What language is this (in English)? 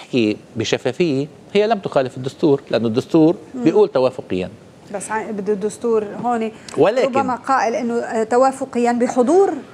North Levantine Arabic